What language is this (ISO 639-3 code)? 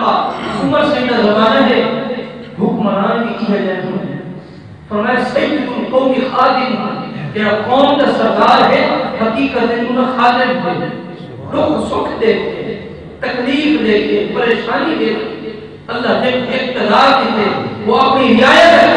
skr